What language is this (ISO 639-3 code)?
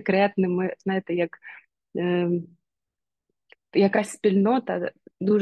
ukr